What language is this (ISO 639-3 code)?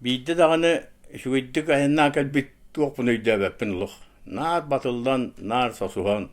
sah